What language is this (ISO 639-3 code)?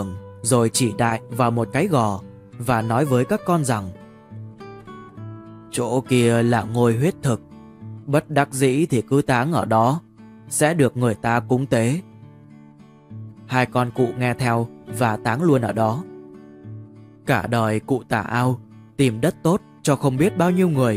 vie